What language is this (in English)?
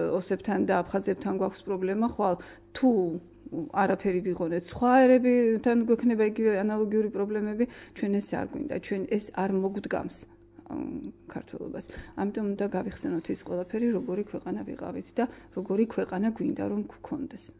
Georgian